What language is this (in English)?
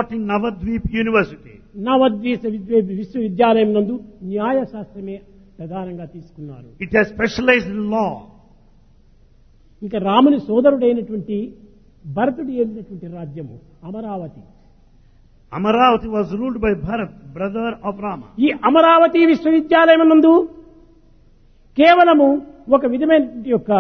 Telugu